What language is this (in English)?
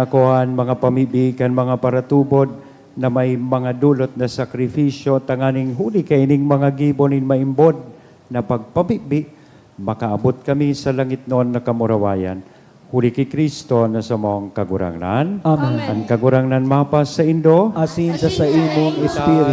Bikol